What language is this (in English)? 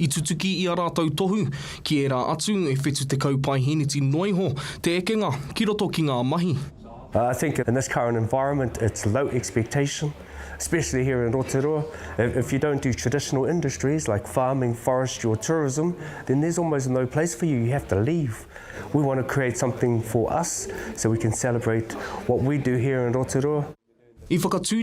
Māori